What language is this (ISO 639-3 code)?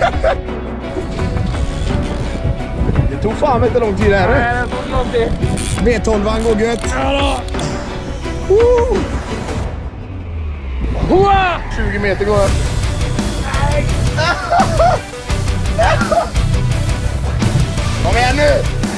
swe